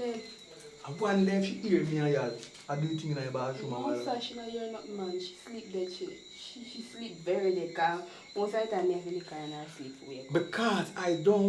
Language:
Jamaican Creole English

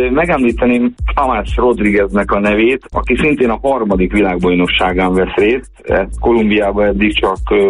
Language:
Hungarian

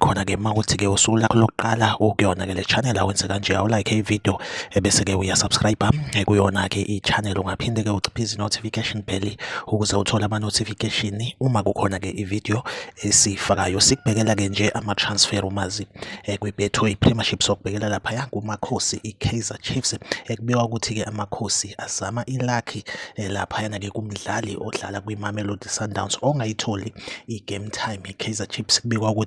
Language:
Zulu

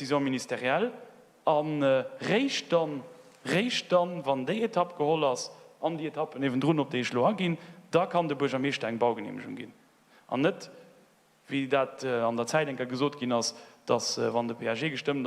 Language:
Luxembourgish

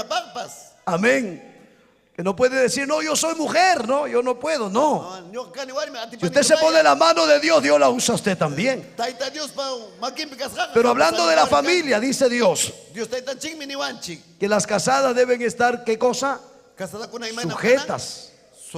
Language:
Ayacucho Quechua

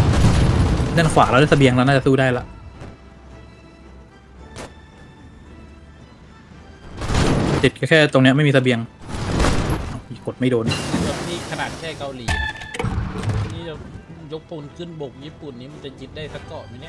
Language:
Thai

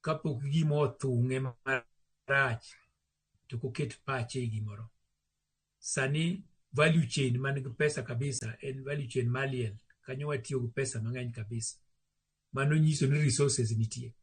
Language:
Luo (Kenya and Tanzania)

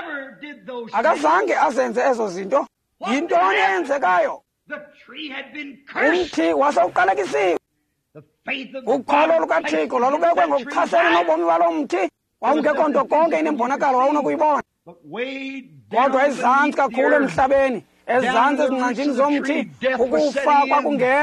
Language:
Xhosa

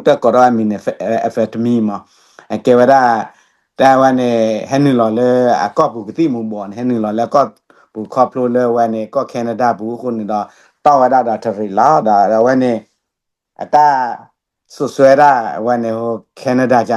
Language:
S'gaw Karen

